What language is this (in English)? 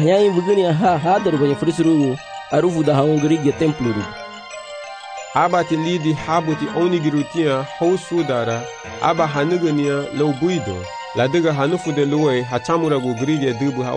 Garifuna